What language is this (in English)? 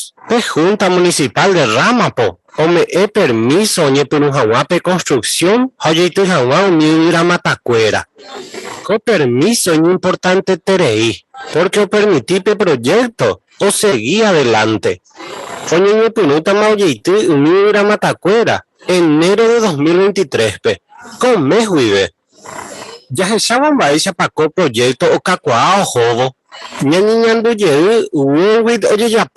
Guarani